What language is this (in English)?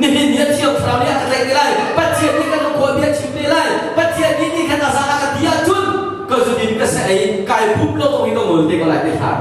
Hakha Chin